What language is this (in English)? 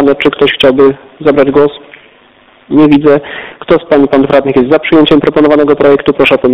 Polish